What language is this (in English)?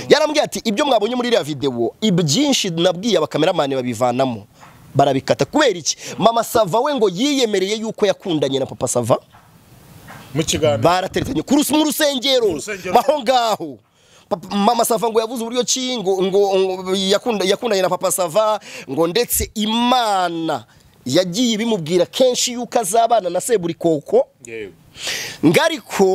Kinyarwanda